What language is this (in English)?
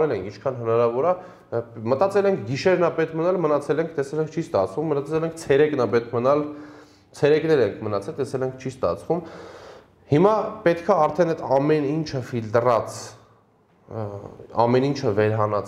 Armenian